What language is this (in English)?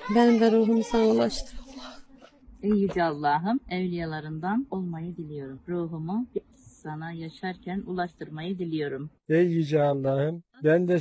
Turkish